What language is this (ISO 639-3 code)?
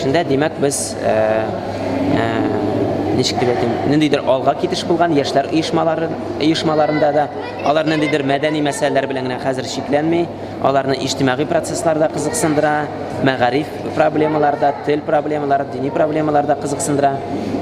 tat